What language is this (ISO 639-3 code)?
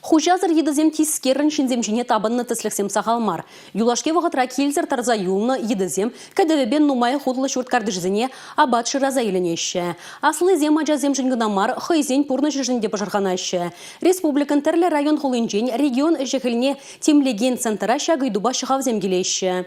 chv